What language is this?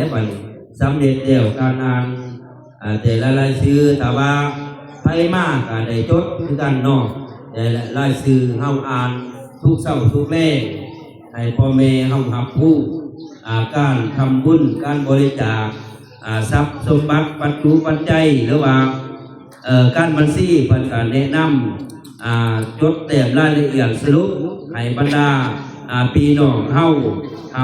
Northeastern Thai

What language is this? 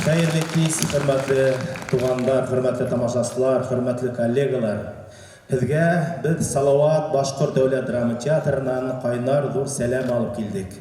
Bashkir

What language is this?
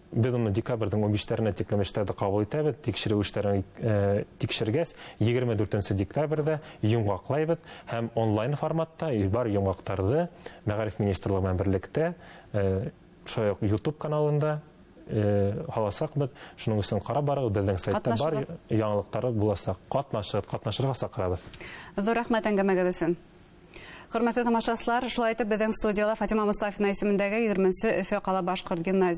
Bashkir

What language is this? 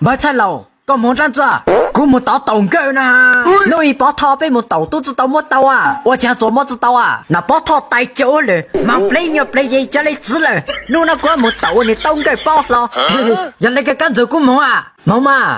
Hmong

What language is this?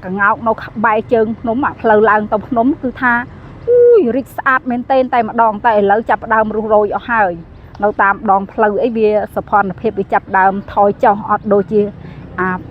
Khmer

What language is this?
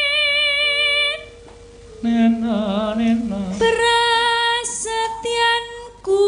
Javanese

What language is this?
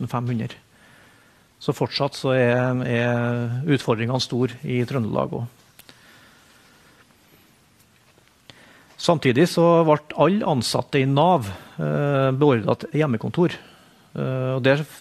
Norwegian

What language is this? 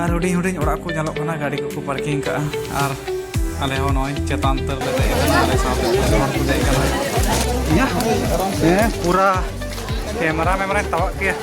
Santali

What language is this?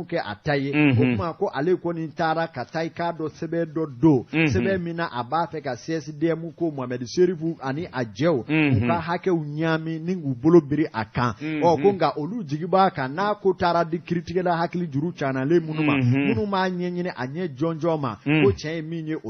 Bambara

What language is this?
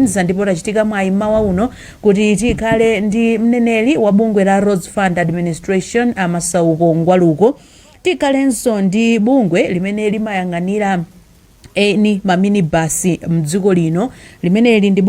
Nyanja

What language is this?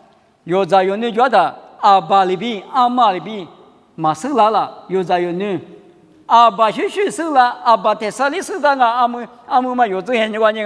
Lisu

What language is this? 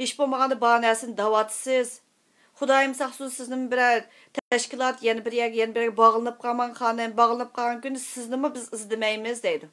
Uyghur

